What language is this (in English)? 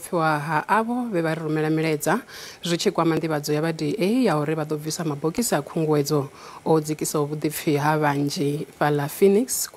Venda